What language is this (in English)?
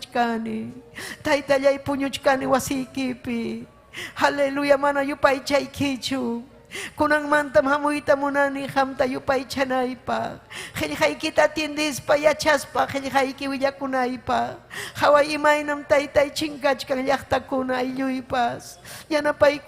Ayacucho Quechua